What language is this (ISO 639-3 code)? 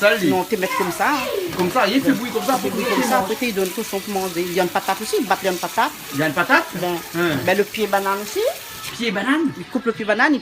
rcf